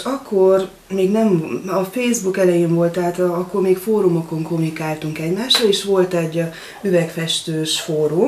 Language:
Hungarian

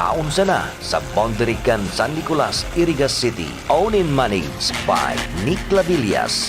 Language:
Bikol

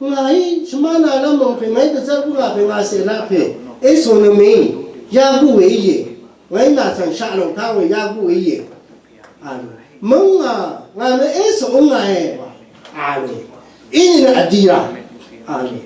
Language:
Rawang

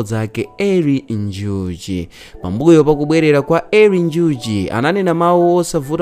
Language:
Nyanja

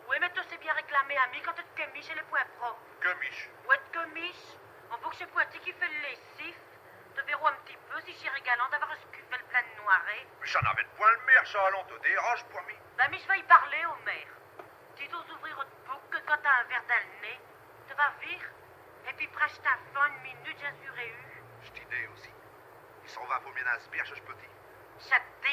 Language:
Picard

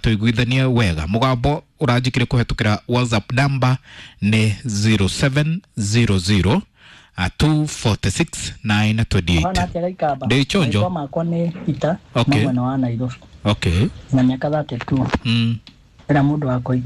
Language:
Kikuyu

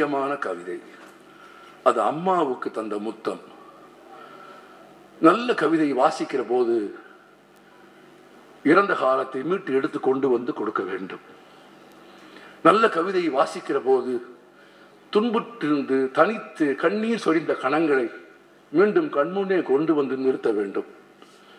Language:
Tamil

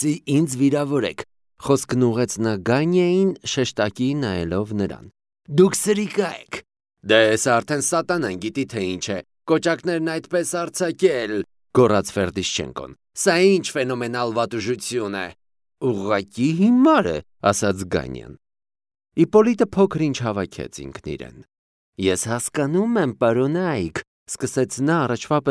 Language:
Armenian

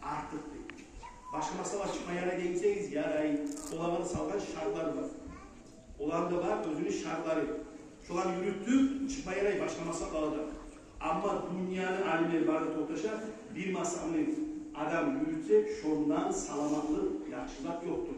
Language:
Kumyk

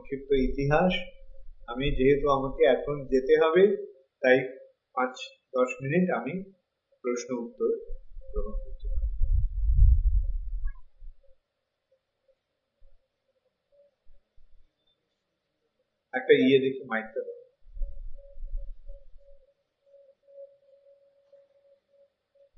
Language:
Bangla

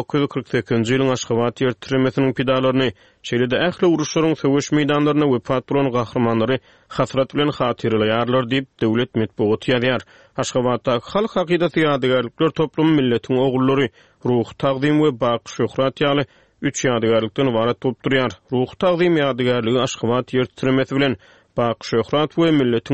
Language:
Turkmen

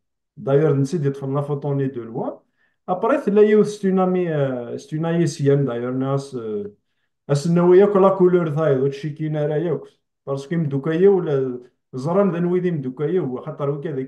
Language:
Kabyle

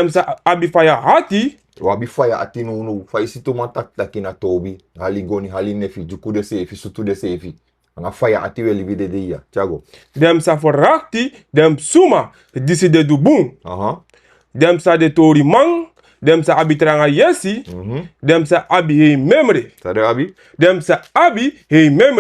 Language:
Sranan Tongo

